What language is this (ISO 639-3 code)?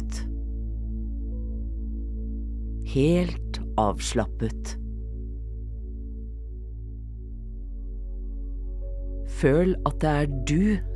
nor